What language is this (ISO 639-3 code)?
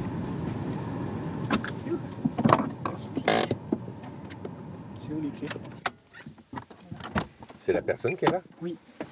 fra